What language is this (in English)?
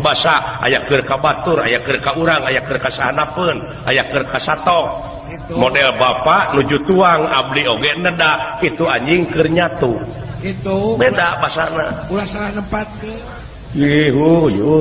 Sundanese